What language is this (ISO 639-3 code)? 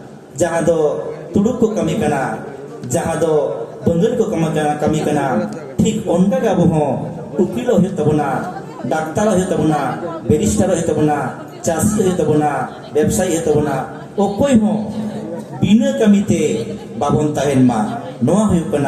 sat